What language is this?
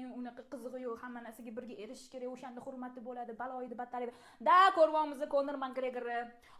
Uzbek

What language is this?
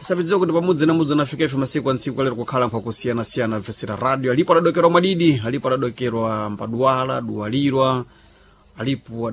Sena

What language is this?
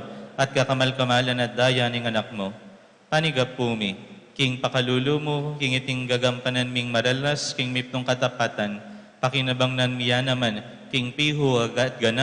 Pampanga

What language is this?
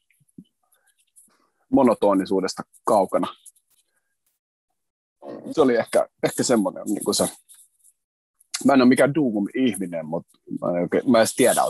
Finnish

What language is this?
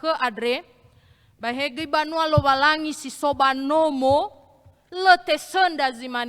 Nias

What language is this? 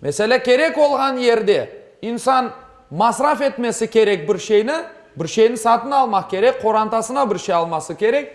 Crimean Tatar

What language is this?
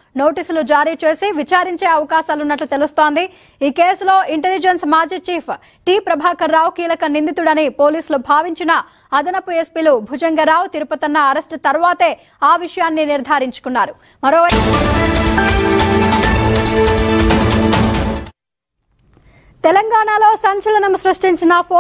Telugu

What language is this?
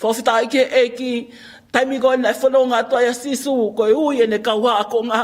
Tongan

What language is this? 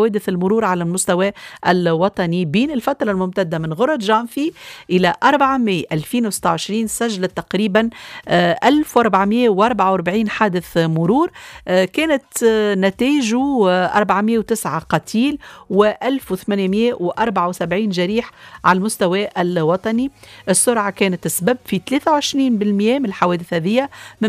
Tunisian Arabic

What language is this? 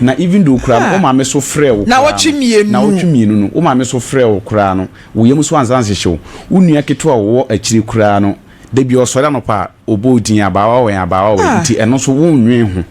Akan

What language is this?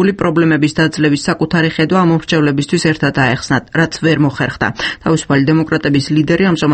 Georgian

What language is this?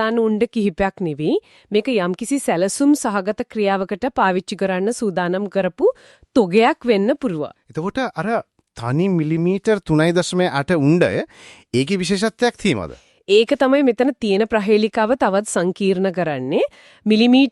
Sinhala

